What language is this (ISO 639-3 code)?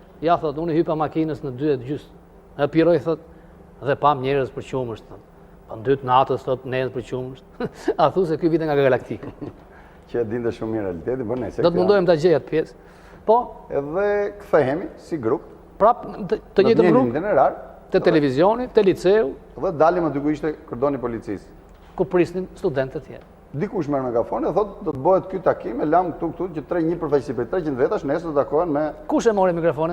sqi